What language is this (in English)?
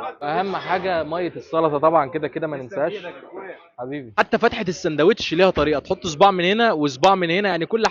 Egyptian Arabic